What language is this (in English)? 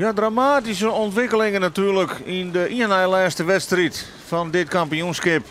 Western Frisian